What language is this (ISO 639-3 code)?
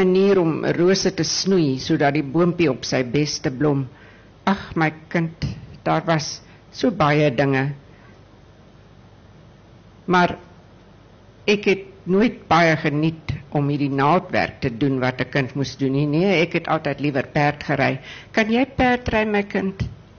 afr